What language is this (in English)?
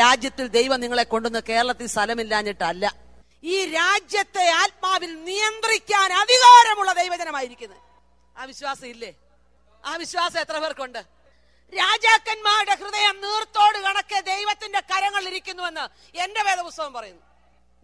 Malayalam